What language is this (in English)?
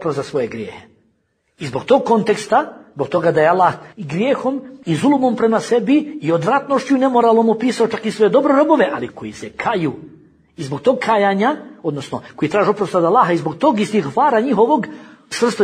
Bosnian